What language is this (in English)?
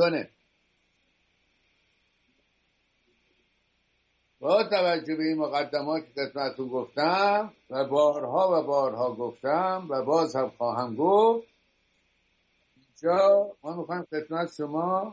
Persian